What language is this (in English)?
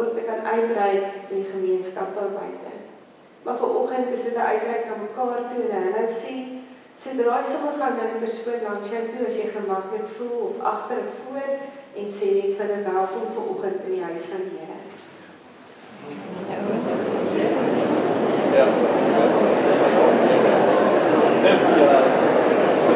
Afrikaans